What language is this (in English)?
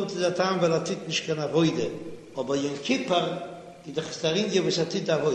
Yiddish